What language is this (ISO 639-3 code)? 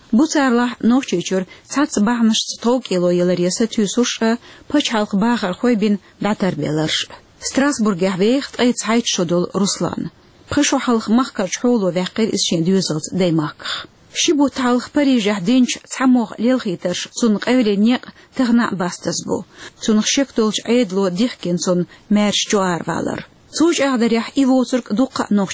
che